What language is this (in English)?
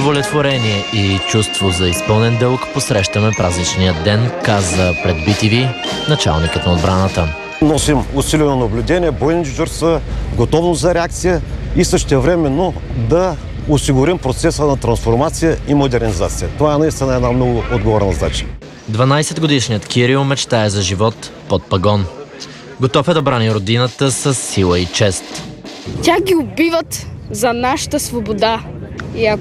Bulgarian